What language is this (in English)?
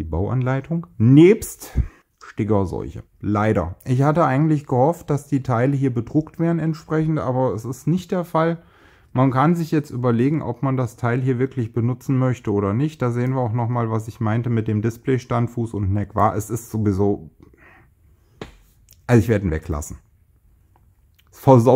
German